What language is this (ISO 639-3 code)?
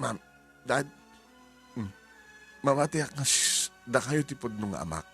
ilo